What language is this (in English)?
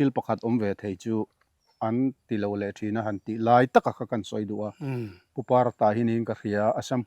Mizo